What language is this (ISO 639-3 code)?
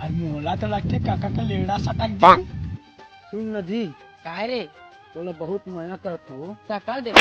hne